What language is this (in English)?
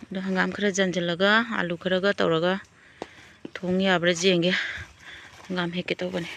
Manipuri